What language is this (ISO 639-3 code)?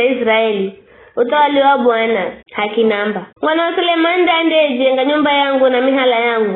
nyf